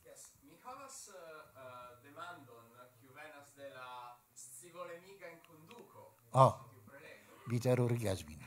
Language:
Esperanto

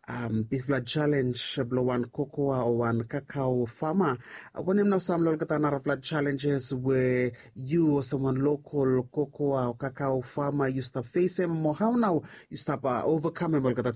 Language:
Bislama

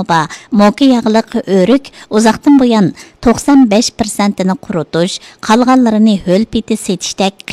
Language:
Uyghur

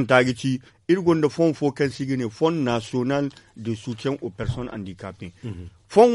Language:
Zarma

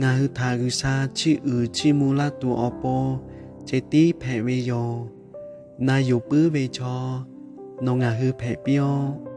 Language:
Lahu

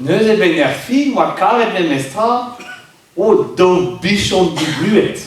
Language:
Breton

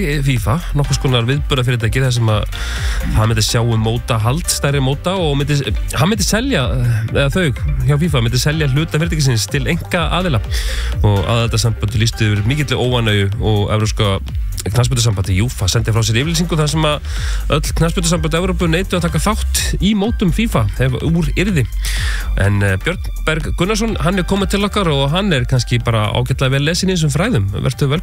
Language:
Icelandic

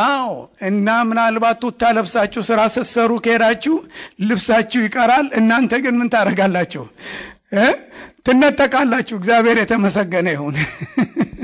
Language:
Amharic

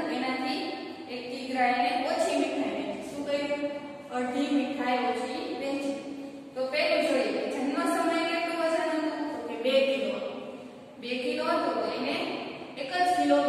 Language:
Gujarati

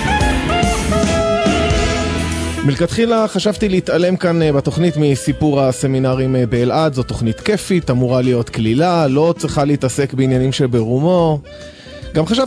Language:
Hebrew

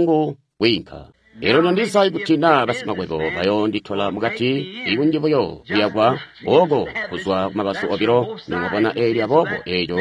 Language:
Tonga (Zambia)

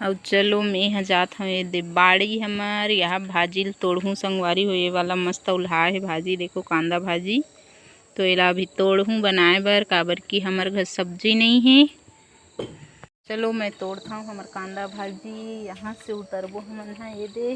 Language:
Chhattisgarhi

